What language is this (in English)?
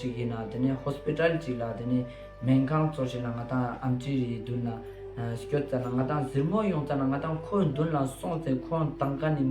Ladakhi